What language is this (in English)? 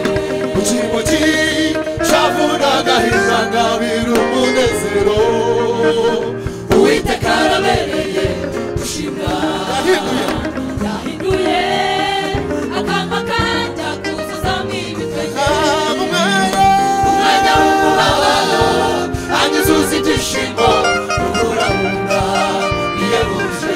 Kinyarwanda